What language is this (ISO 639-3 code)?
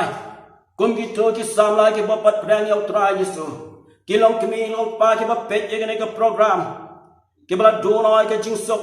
kha